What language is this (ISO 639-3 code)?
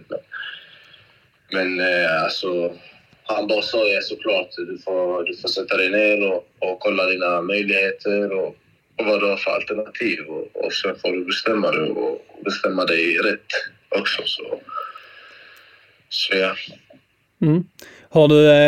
swe